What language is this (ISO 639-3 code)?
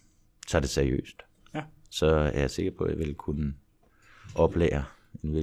dan